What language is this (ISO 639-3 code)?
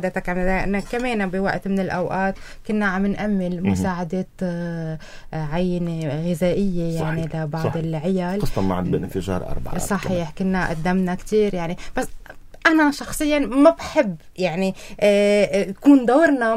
apc